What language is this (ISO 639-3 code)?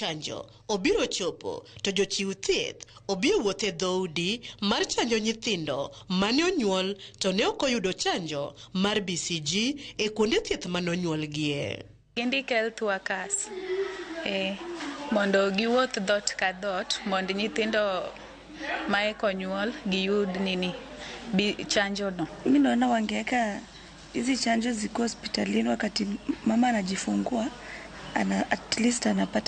luo